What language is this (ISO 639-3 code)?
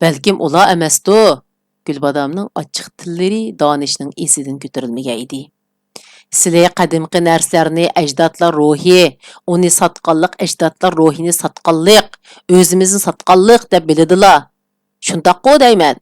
uig